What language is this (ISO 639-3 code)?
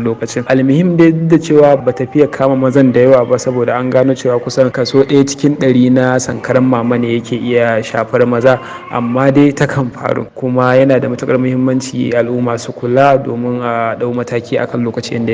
hau